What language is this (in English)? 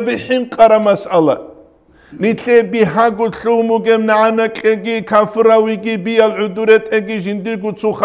Avaric